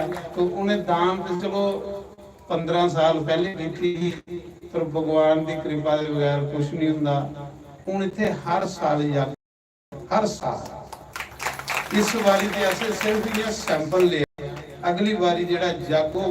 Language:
Dogri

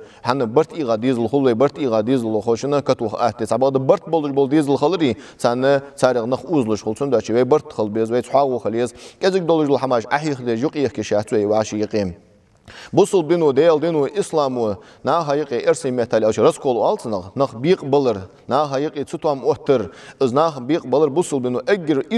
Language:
Ingush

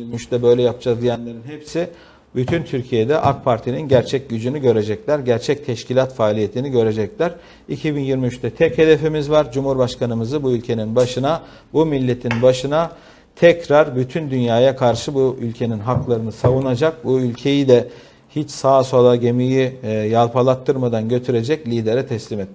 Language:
Turkish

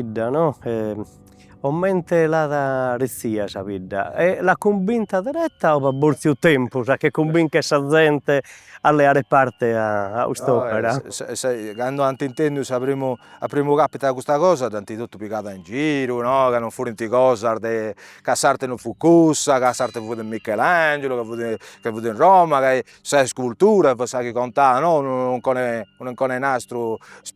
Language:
Sardinian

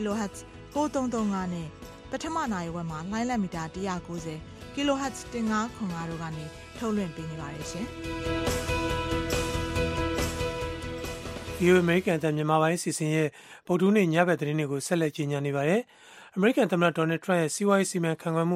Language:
Burmese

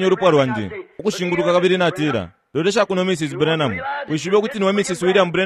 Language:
Bemba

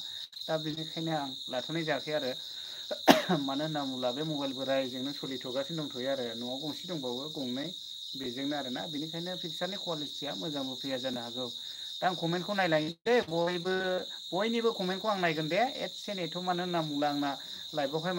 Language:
Bodo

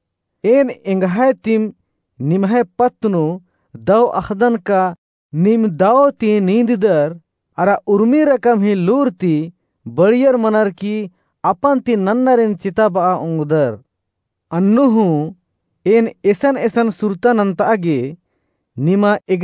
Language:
Kurukh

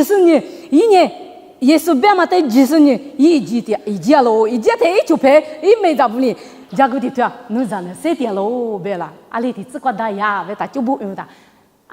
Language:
Lisu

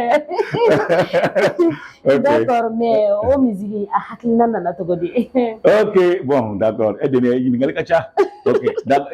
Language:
Bambara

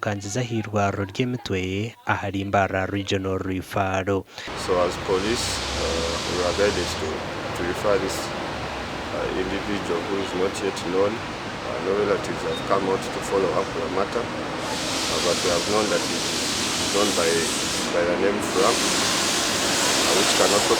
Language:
Nyankole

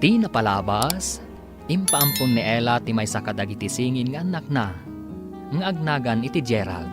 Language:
Iloko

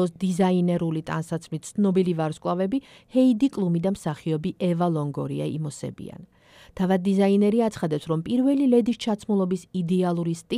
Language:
Georgian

